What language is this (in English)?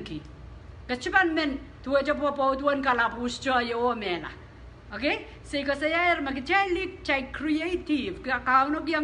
Pohnpeian